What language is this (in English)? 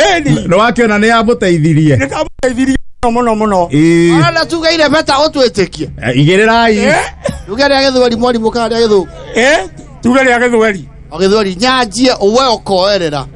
Kikuyu